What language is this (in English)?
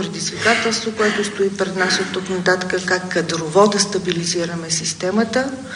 Bulgarian